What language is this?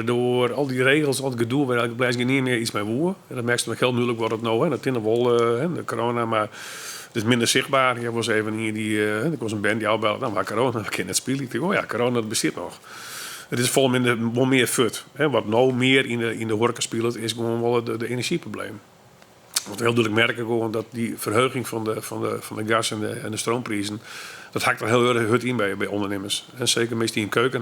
Western Frisian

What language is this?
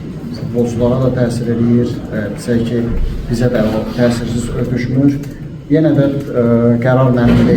Azerbaijani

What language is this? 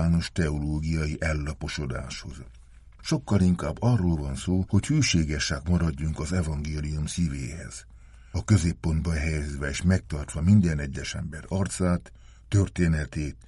Hungarian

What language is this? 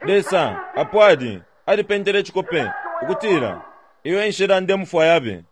Bemba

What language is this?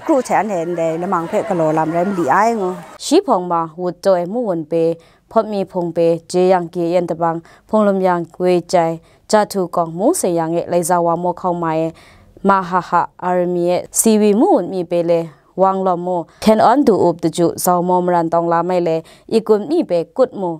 Kachin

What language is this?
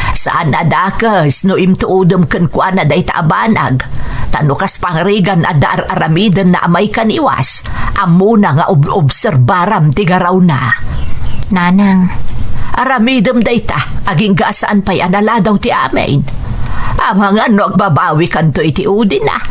Iloko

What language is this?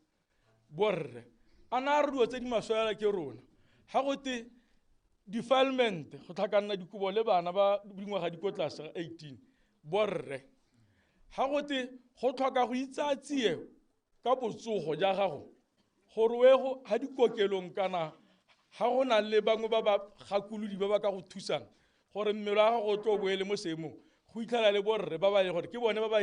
Tswana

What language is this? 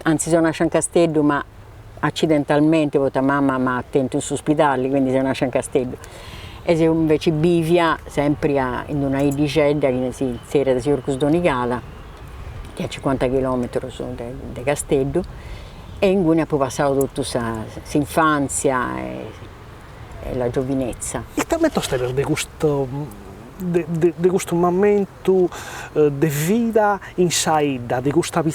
Sardinian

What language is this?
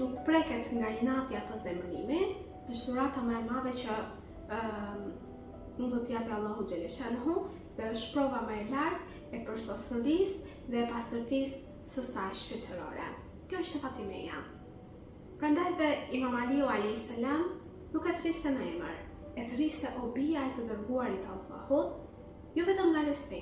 Albanian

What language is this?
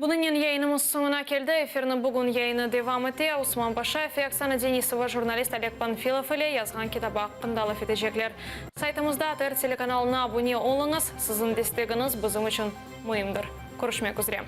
Crimean Tatar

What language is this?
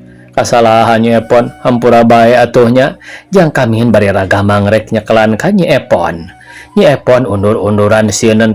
Sundanese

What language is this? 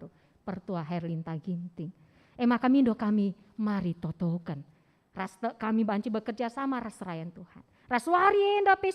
Batak Karo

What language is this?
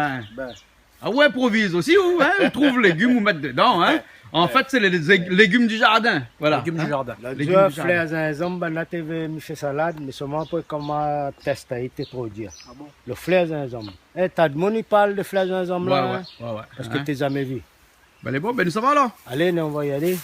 Réunion Creole French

